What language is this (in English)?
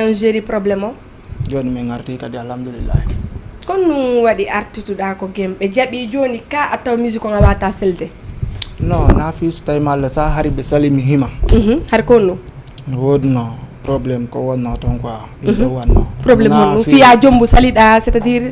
Fula